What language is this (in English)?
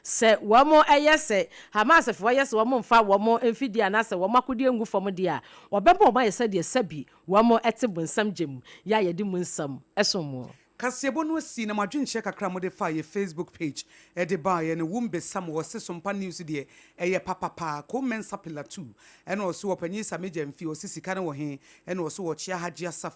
Akan